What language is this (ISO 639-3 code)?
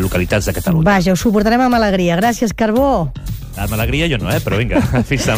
cat